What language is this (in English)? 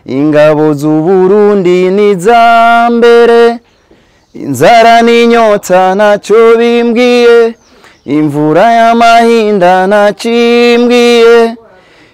Rundi